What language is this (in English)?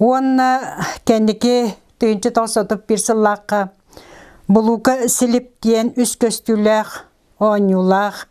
Yakut